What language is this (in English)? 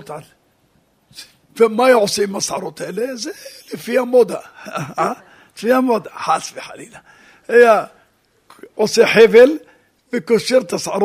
Hebrew